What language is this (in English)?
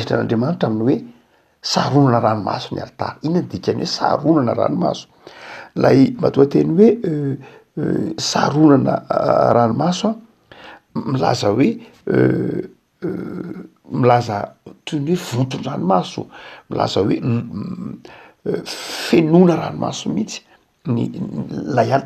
Malagasy